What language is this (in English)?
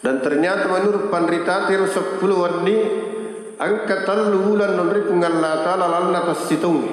Buginese